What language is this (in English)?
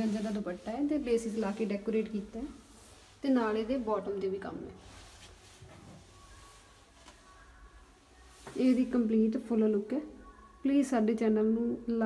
Punjabi